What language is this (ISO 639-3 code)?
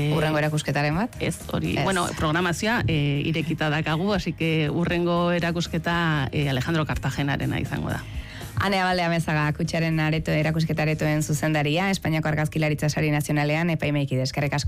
eus